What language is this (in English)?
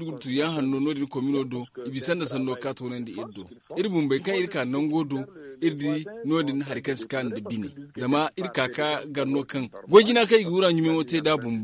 Zarma